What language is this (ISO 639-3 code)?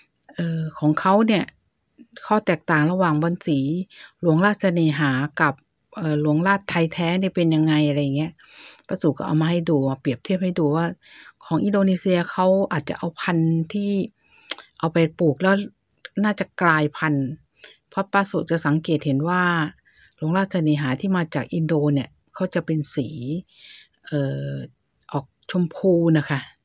tha